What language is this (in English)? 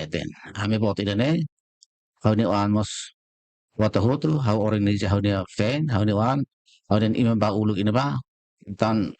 Tetum